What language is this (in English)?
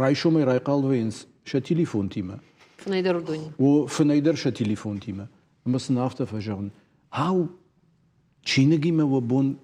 Ossetic